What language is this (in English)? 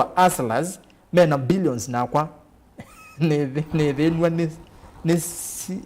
Kamba